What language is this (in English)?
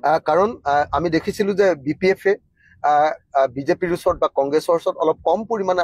Assamese